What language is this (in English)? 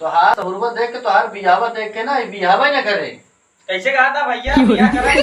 Awadhi